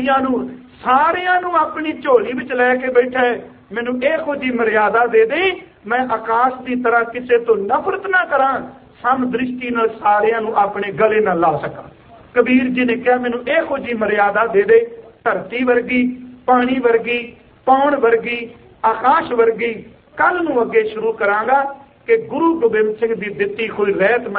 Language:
Punjabi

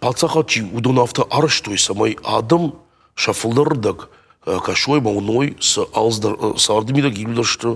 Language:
Ossetic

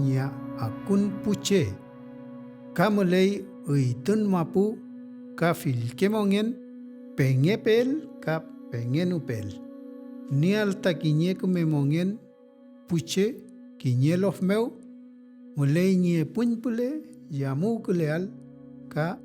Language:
Mapuche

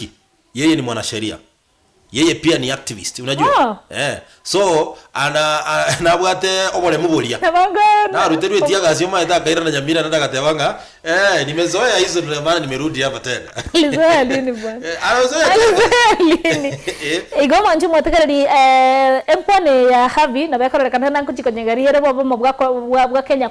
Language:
Gusii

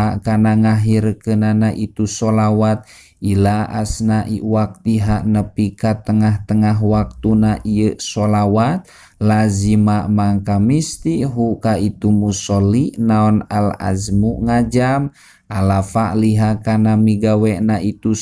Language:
Sundanese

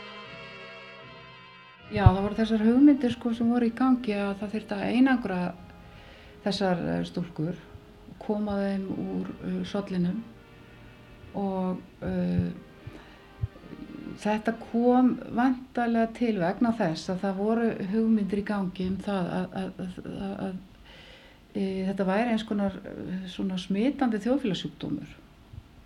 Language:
Icelandic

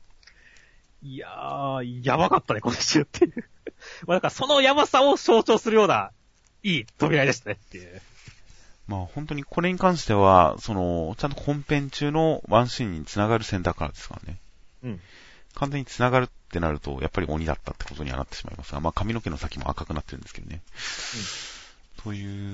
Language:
Japanese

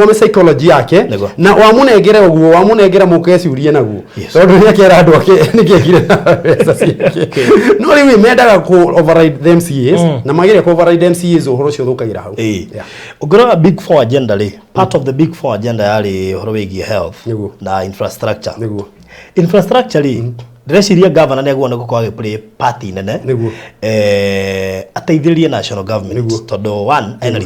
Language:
Kikuyu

